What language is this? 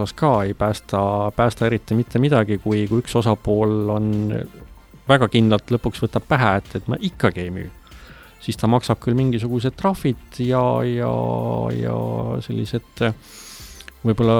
Estonian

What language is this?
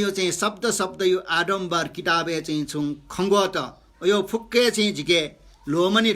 Newari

